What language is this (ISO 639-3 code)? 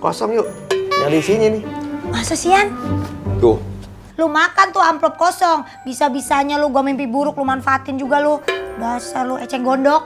bew